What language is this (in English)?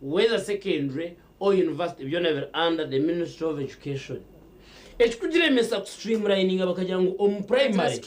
Nyankole